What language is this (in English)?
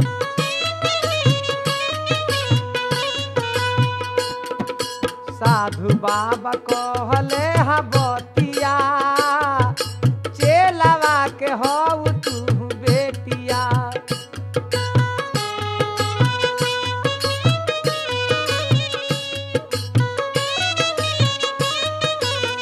Bhojpuri